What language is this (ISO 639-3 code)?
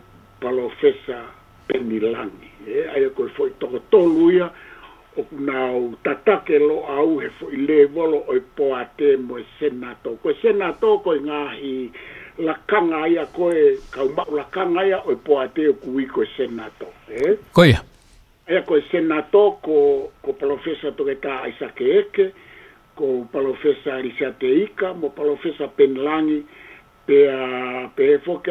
ton